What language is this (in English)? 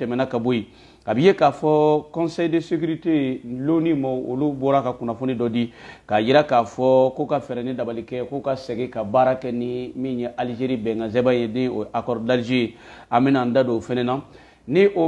Bambara